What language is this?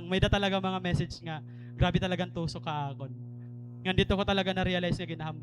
Waray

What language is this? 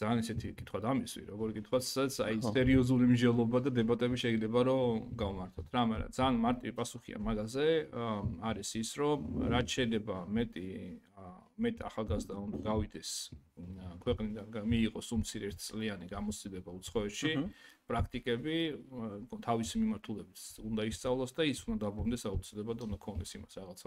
Georgian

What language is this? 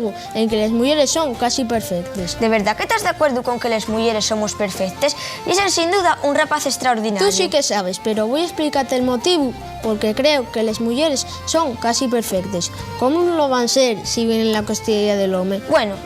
Asturian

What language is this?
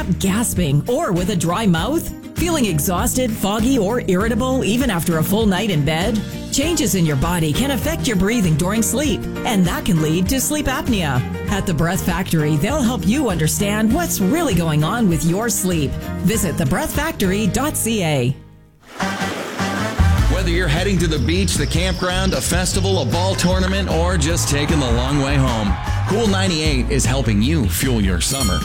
English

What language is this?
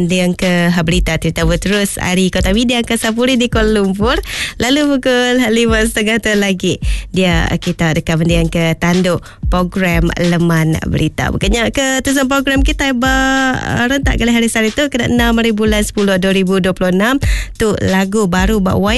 Iban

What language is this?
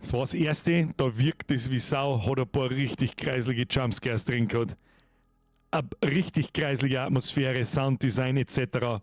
Bavarian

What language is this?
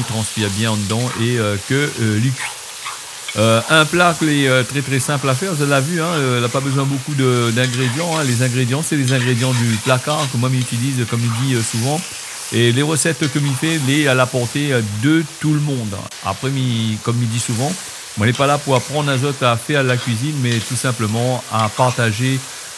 Réunion Creole French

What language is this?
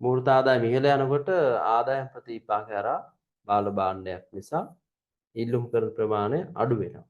Sinhala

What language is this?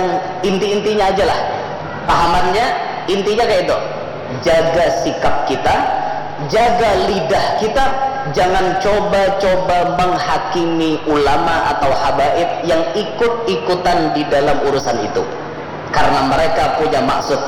Banjar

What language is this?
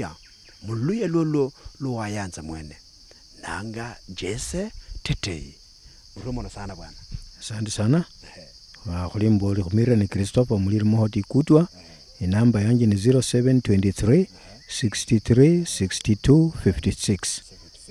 Luyia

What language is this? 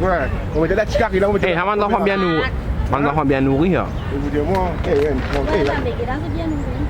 Morisyen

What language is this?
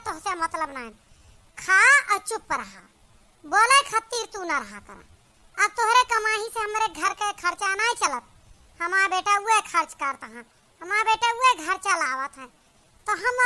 Awadhi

